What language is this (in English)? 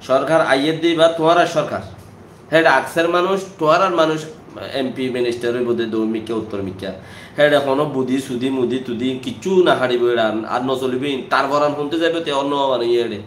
Rohingya